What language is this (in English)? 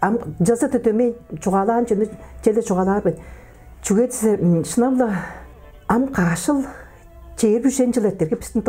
Tuvinian